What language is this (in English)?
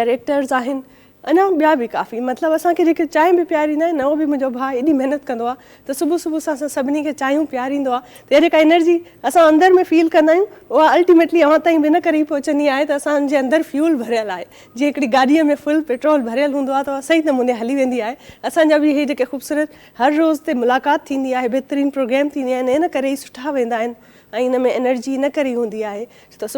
Sindhi